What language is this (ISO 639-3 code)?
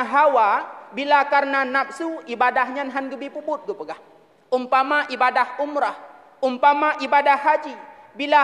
ace